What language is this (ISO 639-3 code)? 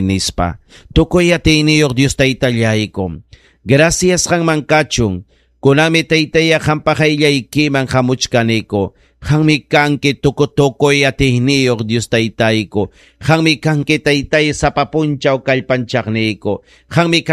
quy